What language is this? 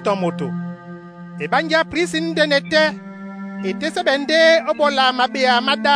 Duala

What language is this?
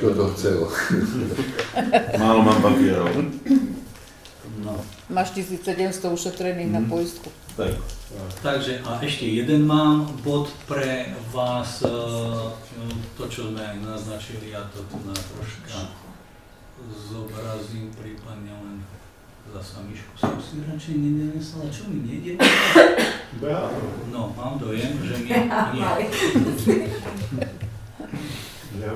Slovak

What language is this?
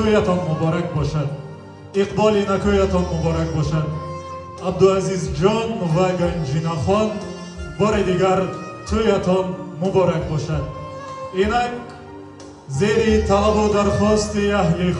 Tajik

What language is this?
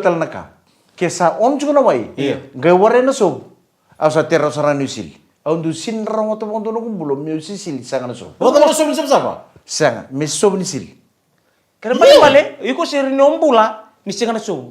Fijian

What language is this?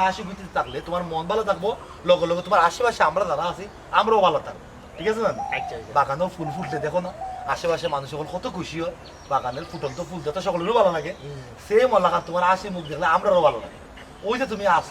Sylheti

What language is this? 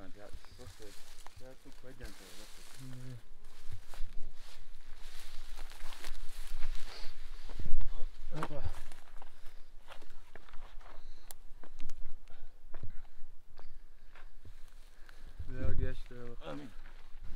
Russian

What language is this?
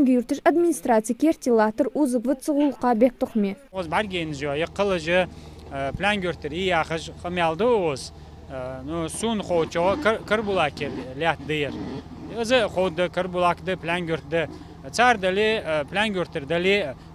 Ingush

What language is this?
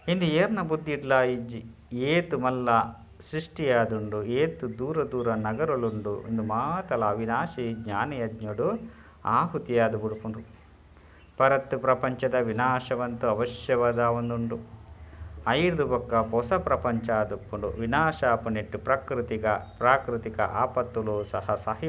Tulu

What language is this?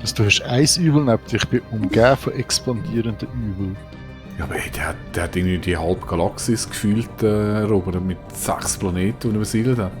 Swiss German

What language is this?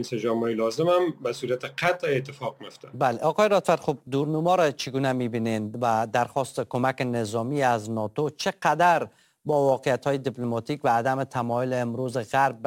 Persian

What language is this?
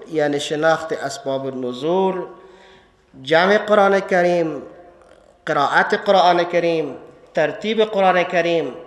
Persian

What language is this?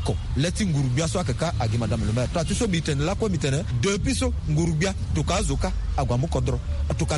Sango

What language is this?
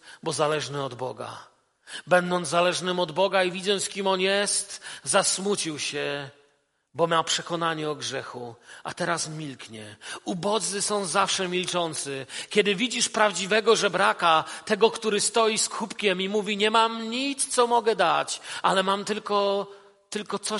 Polish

